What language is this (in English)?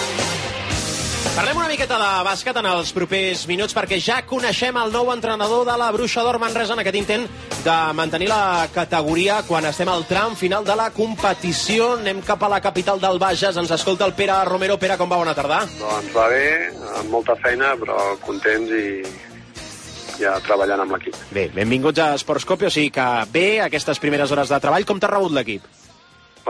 Catalan